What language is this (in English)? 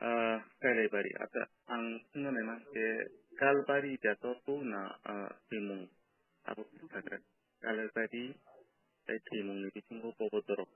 Kok Borok